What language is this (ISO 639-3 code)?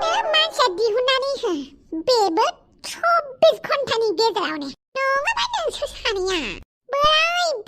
brx